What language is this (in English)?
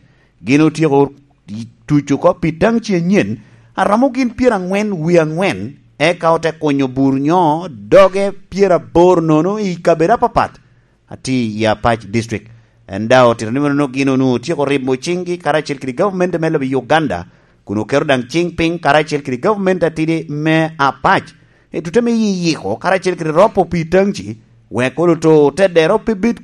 Lango (Uganda)